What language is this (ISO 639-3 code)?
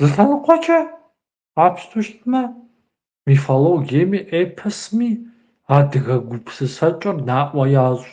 kbd